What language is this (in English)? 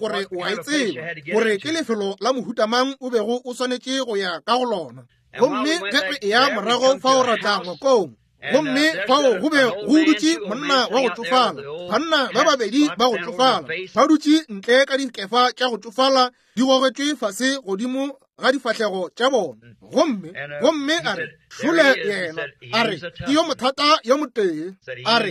Northern Sotho